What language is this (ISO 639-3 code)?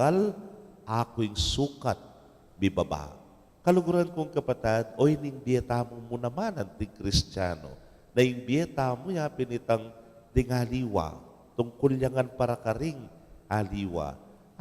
pam